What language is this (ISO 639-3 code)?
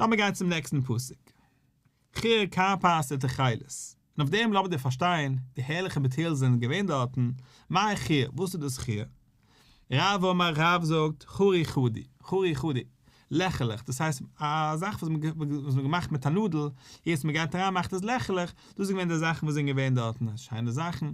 yid